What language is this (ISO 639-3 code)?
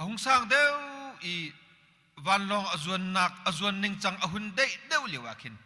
cnh